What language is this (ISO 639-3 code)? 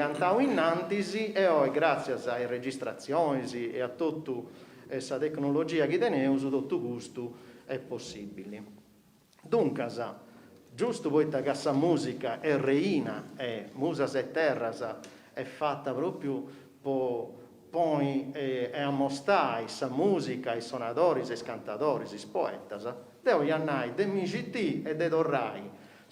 srd